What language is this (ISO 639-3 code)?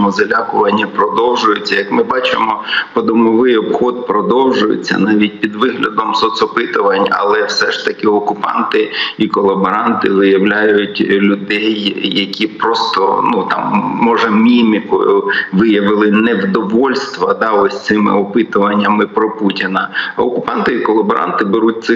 ukr